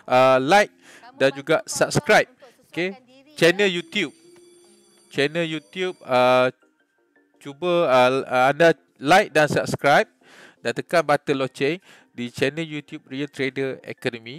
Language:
Malay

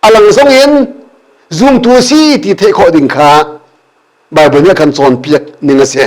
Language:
Hakha Chin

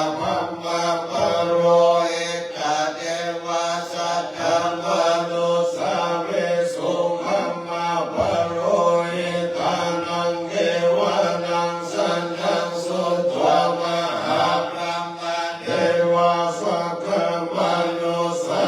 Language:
Pali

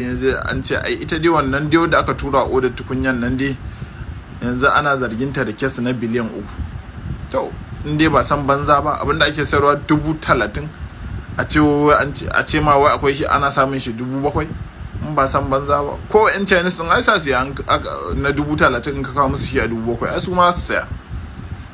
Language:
Hausa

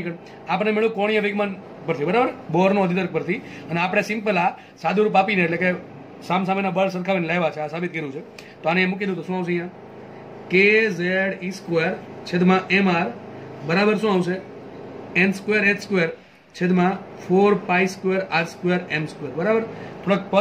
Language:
Gujarati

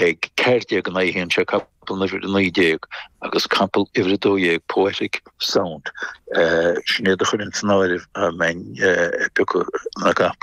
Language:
Irish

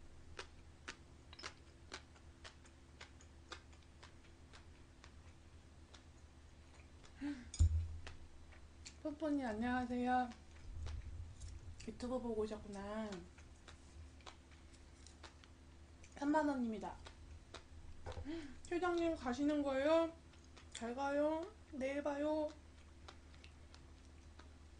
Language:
Korean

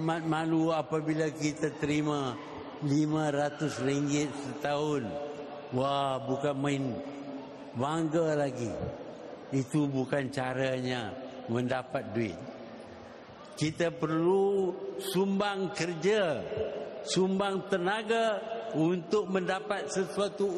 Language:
Malay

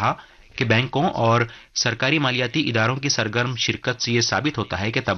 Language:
Urdu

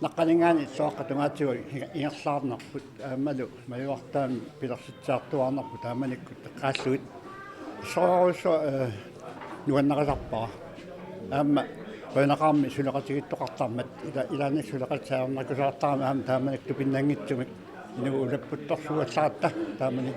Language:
Kalaallisut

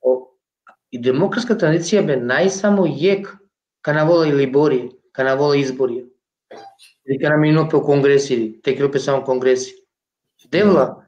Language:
Balkan Romani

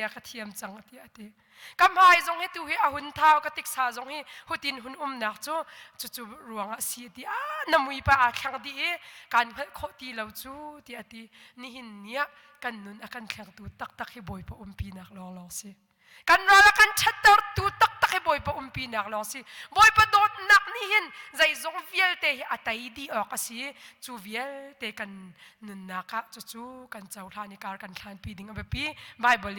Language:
Hakha Chin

